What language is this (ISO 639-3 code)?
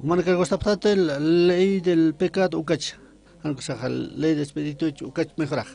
aym